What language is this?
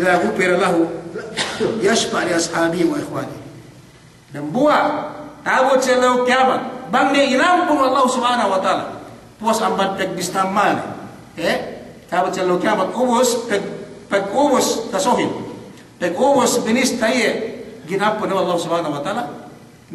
Yakan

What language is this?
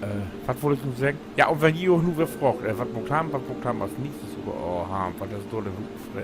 Low German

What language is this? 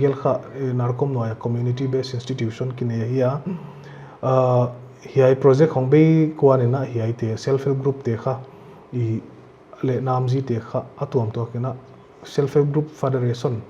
Paite Chin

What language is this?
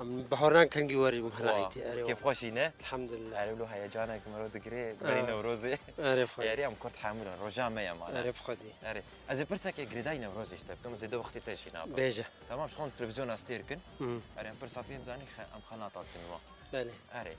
Kurdish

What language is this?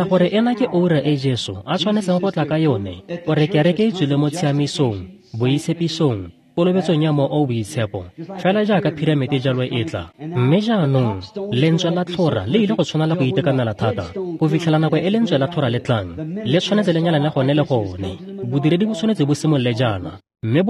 Tswana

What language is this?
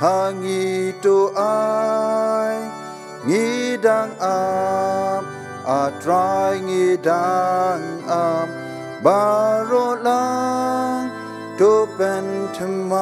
Khasi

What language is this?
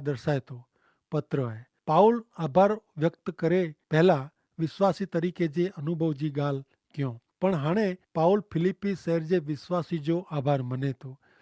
Kachhi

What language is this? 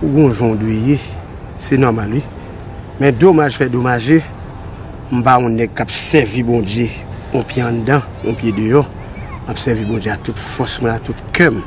Haitian Creole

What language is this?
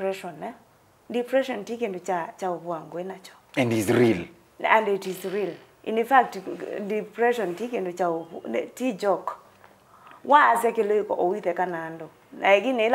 Kamba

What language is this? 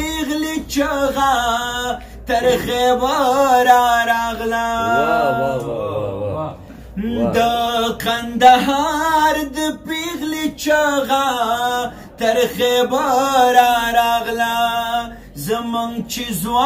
Pashto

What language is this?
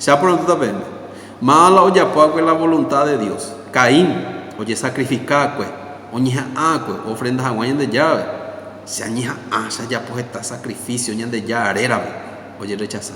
Guarani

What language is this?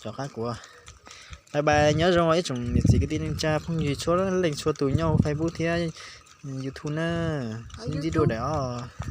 Hmong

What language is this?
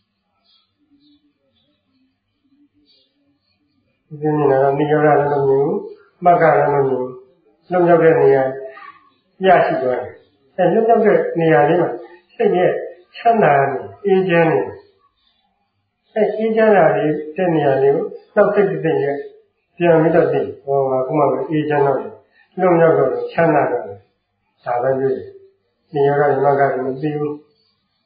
Burmese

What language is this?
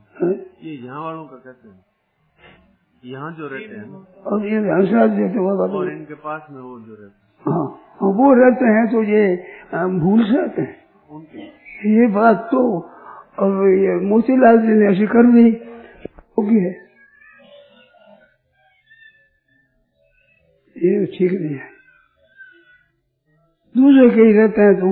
Hindi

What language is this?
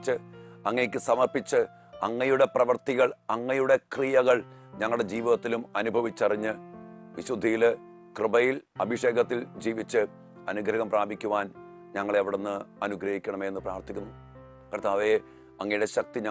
Malayalam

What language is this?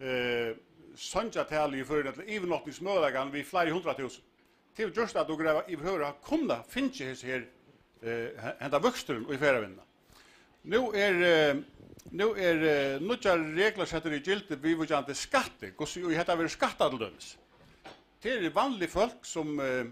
Faroese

